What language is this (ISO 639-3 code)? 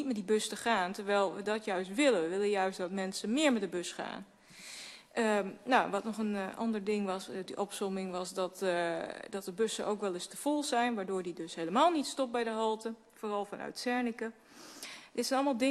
nld